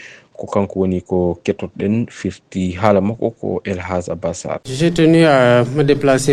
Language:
Fula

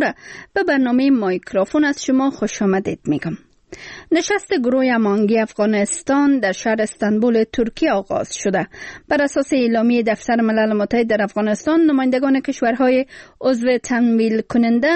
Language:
Persian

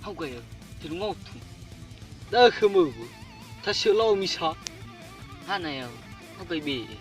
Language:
Nias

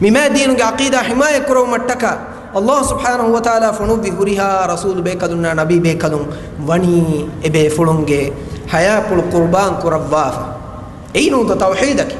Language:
Divehi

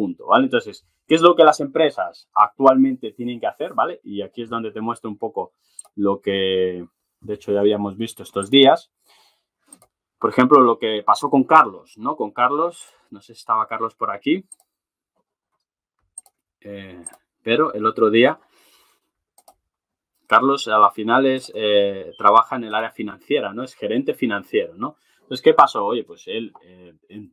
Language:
Spanish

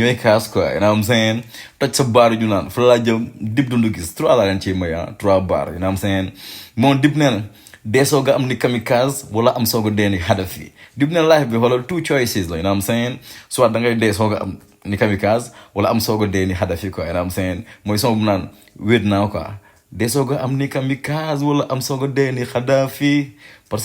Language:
Wolof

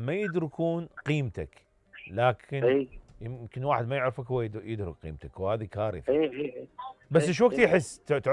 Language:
Mesopotamian Arabic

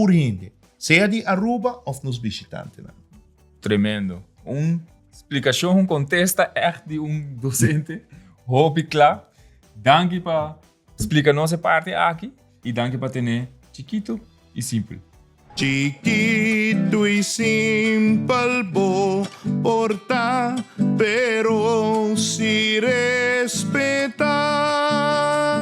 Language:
Papiamento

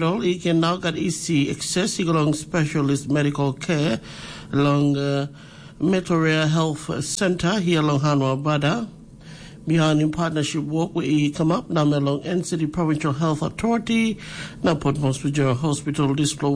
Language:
Tok Pisin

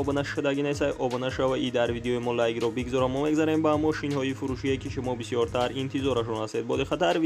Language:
Tajik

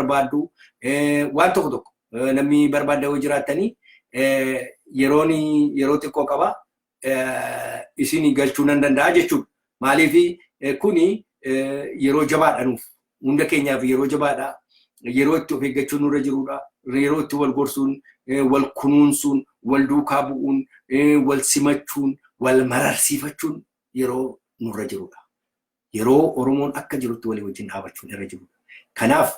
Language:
Oromo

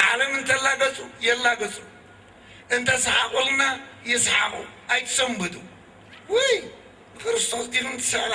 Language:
Tigrinya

